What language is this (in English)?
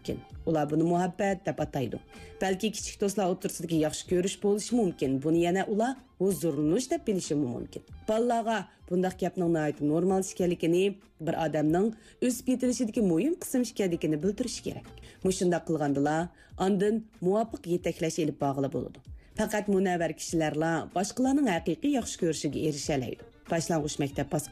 Uyghur